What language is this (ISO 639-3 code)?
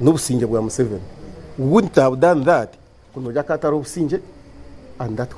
nyn